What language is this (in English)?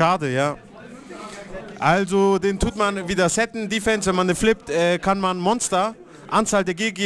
German